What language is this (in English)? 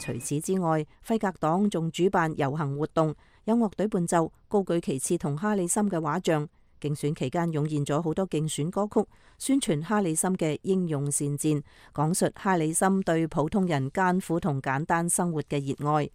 Cantonese